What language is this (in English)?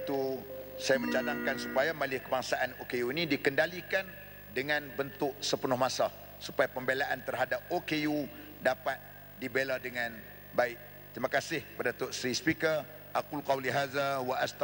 Malay